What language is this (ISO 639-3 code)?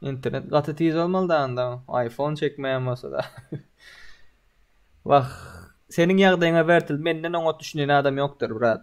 tuk